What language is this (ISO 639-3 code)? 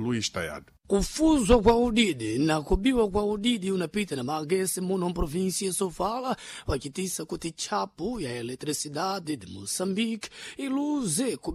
seh